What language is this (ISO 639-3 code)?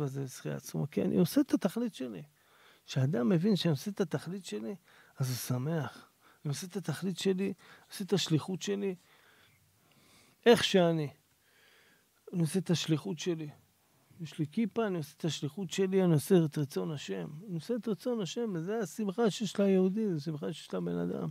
heb